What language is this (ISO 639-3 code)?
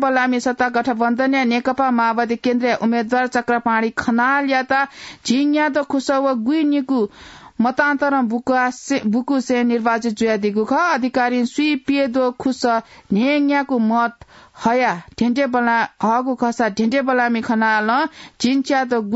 new